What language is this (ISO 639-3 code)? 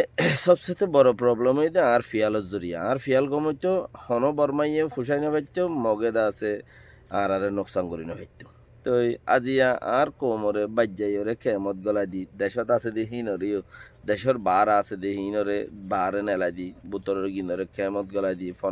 rhg